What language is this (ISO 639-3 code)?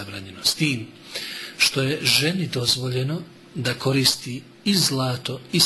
bos